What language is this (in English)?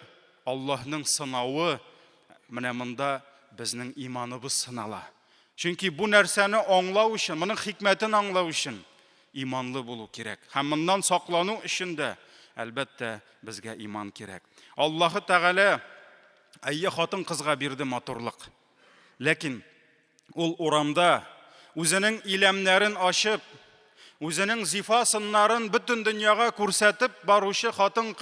Tatar